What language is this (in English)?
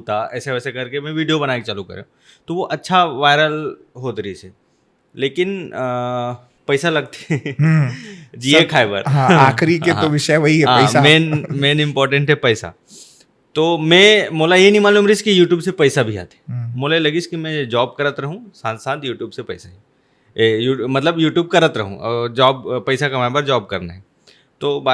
Chhattisgarhi